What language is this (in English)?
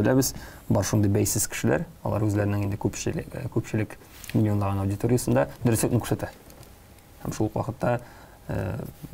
Tatar